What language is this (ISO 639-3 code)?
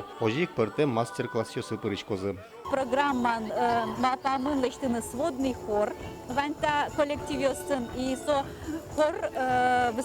udm